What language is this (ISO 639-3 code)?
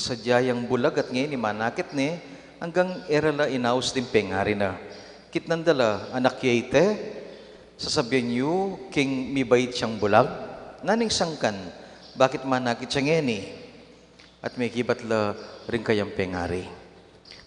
pam